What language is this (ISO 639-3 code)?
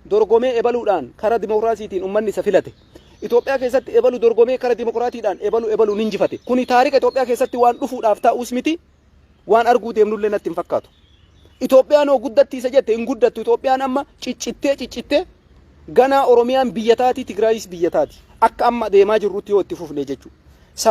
orm